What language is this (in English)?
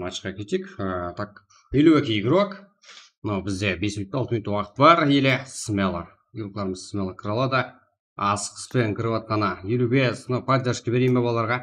Kara-Kalpak